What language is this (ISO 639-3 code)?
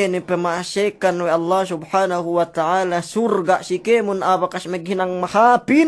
yka